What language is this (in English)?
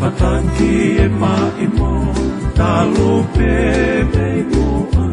Tongan